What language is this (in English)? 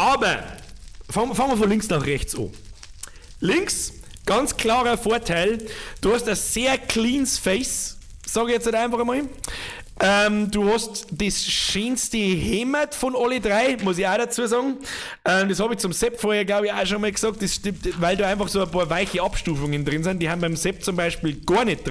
Bavarian